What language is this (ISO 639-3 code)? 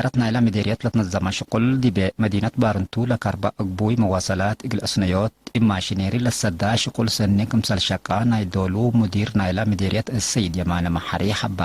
tig